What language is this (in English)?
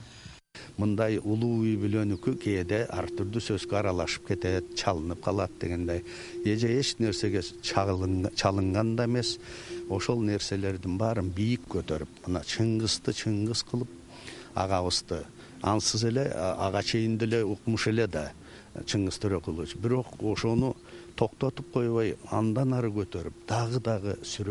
Kyrgyz